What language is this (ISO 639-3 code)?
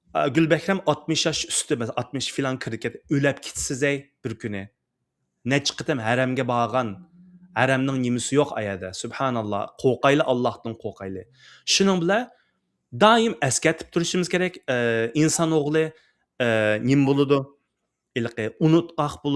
uig